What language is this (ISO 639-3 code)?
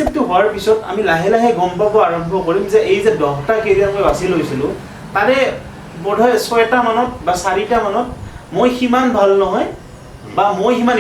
asm